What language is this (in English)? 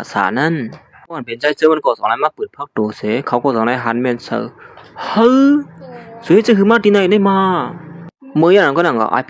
Shan